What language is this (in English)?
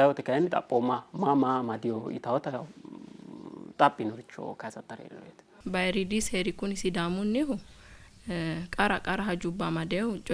Sidamo